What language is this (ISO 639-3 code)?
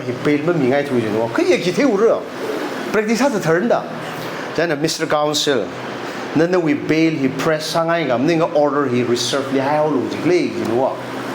nmf